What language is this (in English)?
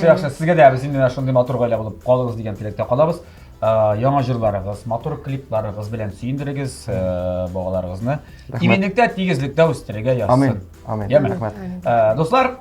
Tatar